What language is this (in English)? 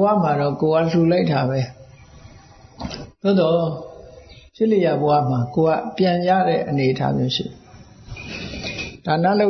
Burmese